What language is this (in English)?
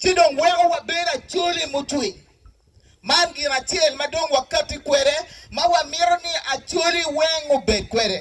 Acoli